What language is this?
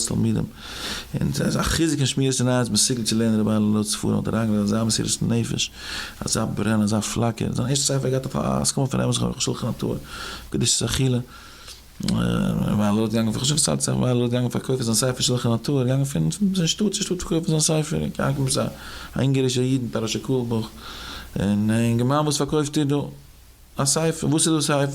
Yiddish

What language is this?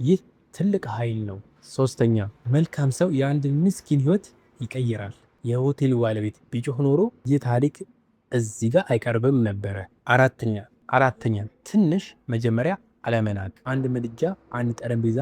Amharic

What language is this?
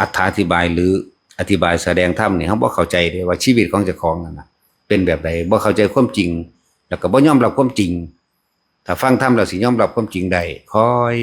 Northeastern Thai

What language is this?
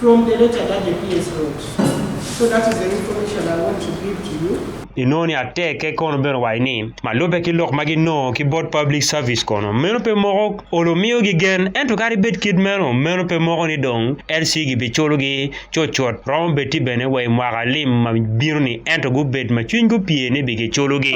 Acoli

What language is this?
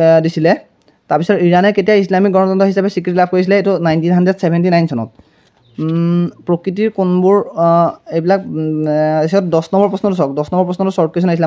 Assamese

